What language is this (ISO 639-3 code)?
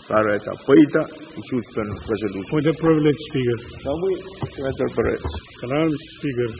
pon